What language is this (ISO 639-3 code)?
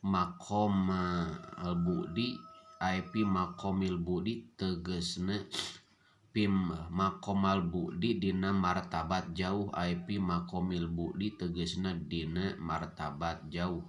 sun